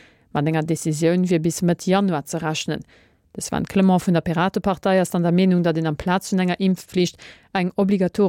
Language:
Luxembourgish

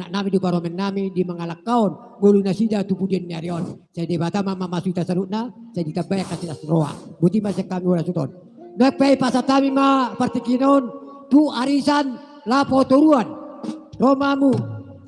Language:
Batak Toba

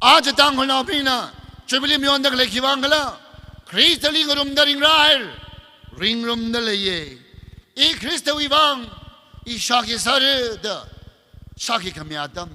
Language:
Tangkhul Naga (India)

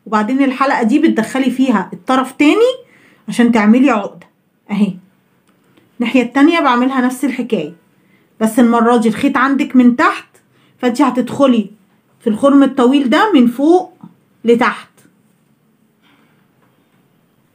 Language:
Egyptian Arabic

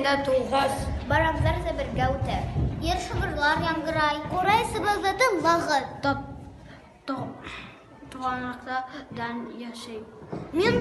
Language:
Bashkir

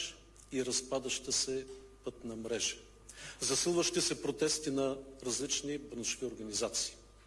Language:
Bulgarian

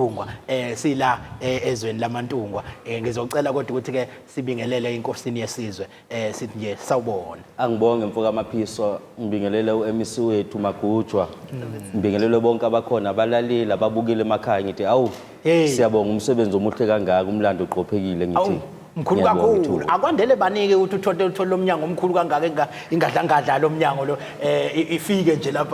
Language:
Zulu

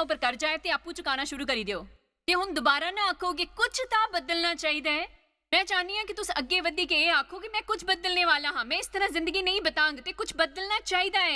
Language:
Dogri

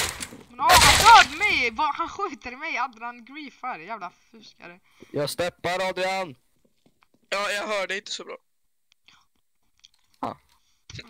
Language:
Swedish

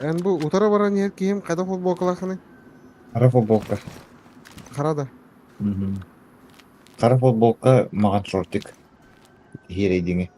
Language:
Yakut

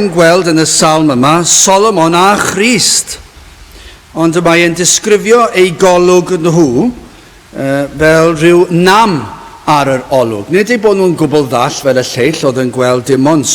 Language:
Welsh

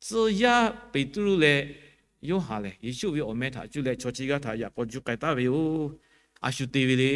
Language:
Lahu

